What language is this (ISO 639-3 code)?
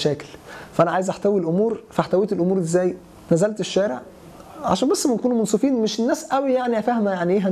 arz